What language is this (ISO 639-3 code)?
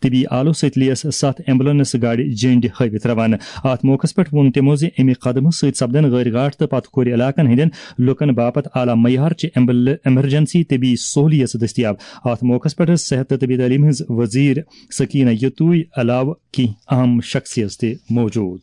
kas